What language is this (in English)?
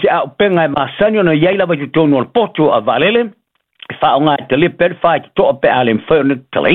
Samoan